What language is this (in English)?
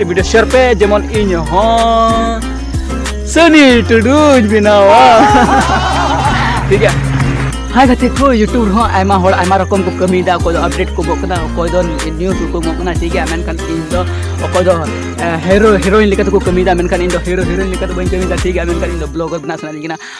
Santali